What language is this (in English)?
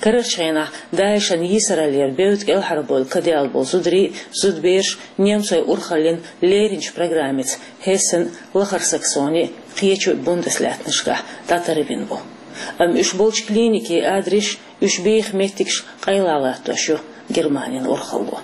Chechen